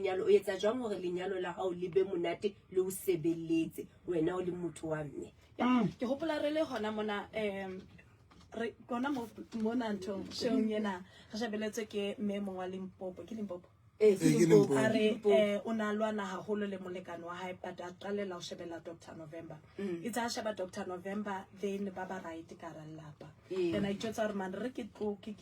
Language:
Southern Sotho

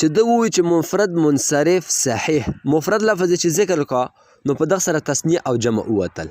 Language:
Pashto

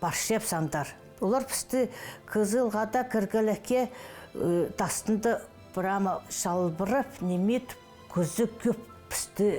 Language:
Khakas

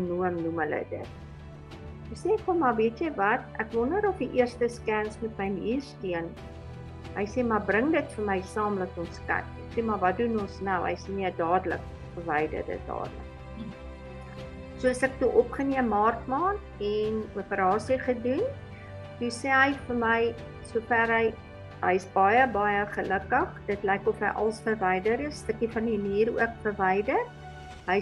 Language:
Afrikaans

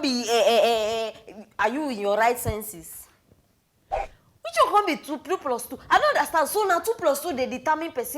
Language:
Nigerian Pidgin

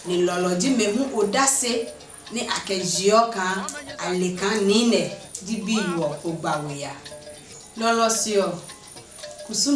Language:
Adangme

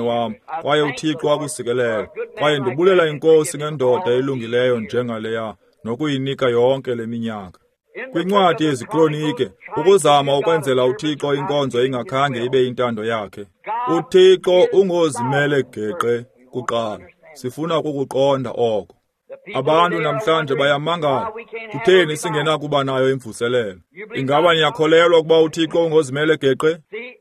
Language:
Xhosa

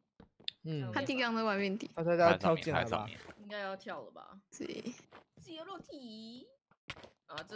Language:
Chinese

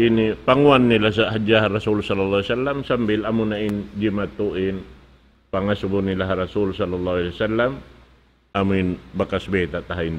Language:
Tausug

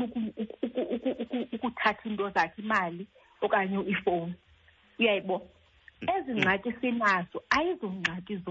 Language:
Xhosa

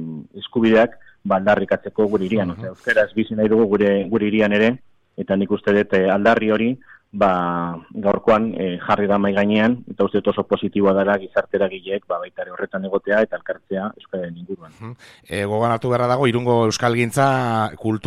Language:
Basque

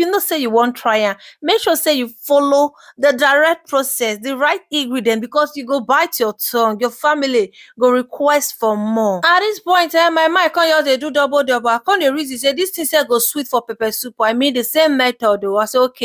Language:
Nigerian Pidgin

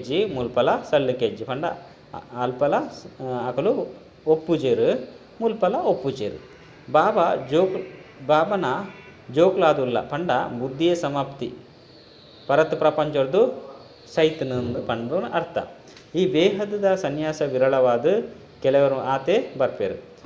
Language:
Tulu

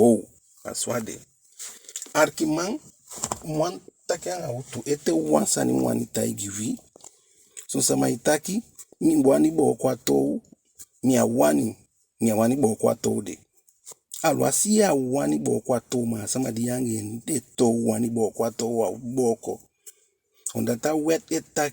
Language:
Eastern Maroon Creole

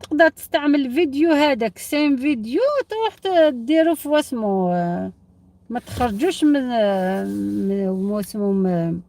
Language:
Algerian Arabic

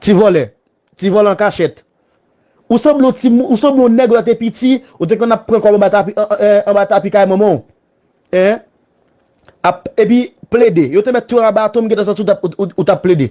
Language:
Haitian Creole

